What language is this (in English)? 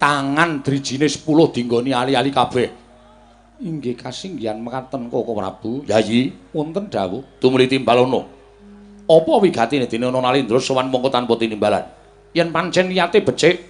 Javanese